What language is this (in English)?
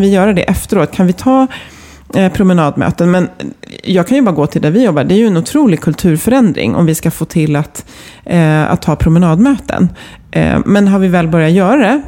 Swedish